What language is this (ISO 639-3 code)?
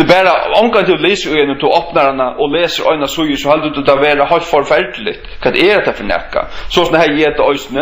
fao